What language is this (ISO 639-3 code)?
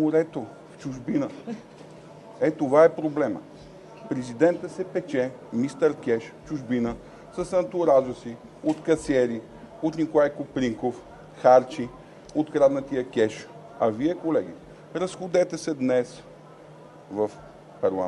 bul